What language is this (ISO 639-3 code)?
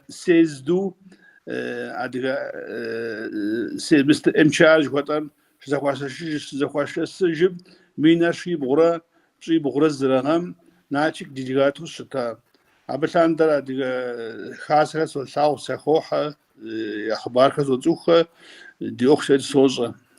kbd